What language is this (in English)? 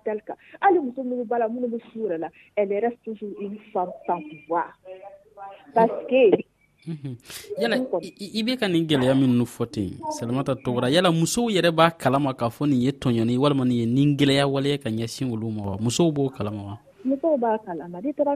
Dyula